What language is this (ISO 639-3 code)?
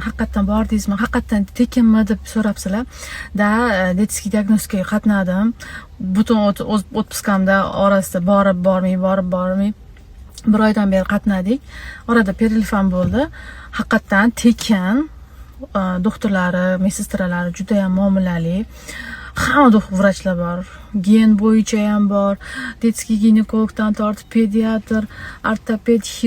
uzb